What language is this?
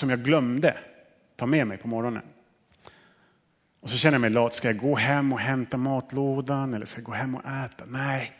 Swedish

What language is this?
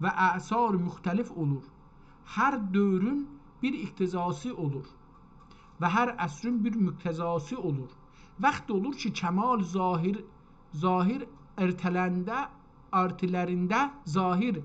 South Azerbaijani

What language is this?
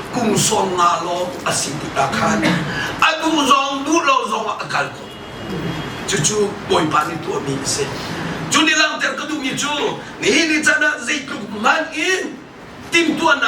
Hakha Chin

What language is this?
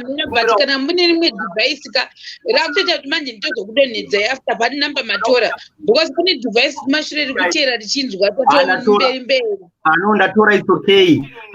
Shona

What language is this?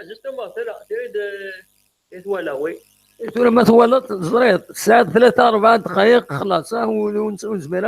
Kabyle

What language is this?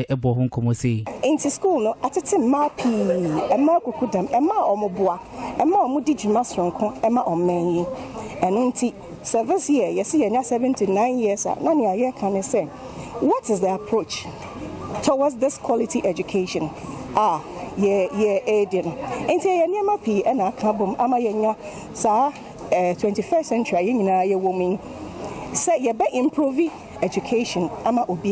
Akan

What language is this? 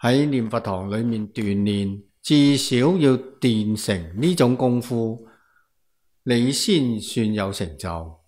Cantonese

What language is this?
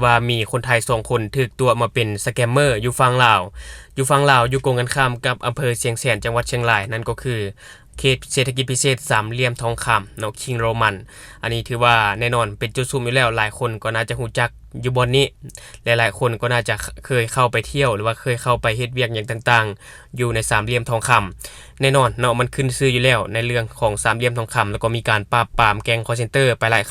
Lao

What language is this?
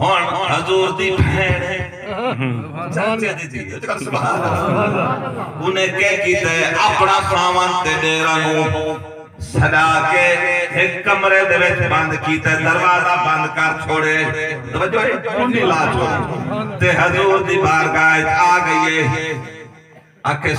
Saraiki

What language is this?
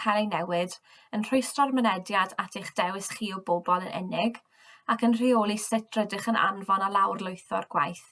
Welsh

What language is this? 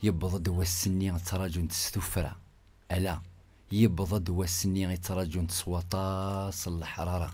Kabyle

